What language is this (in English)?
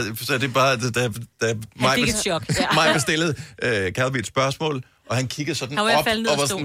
Danish